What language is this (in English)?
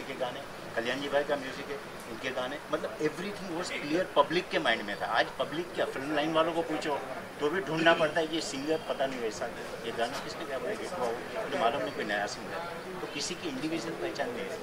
Hindi